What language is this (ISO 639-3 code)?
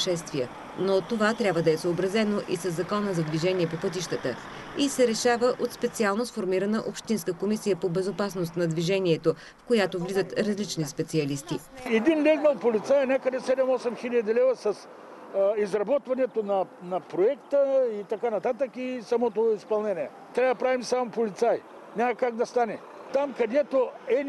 bul